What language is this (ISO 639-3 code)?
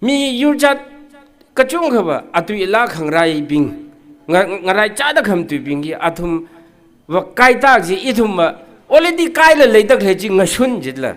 nmf